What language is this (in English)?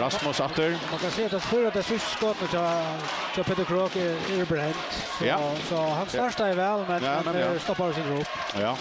Faroese